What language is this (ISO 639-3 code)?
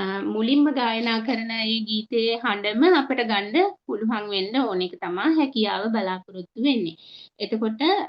sin